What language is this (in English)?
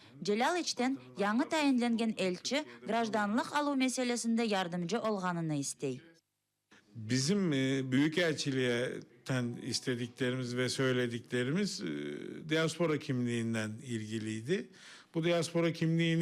Crimean Tatar